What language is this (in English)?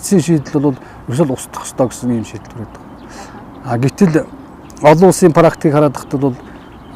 Mongolian